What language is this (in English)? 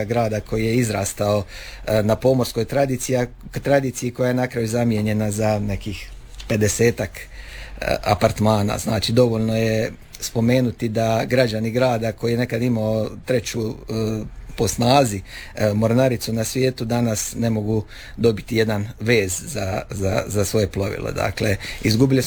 Croatian